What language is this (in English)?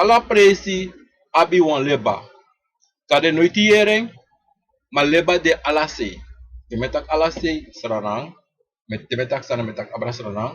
Sranan Tongo